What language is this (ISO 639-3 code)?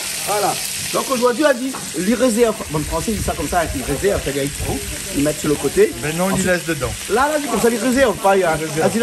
rcf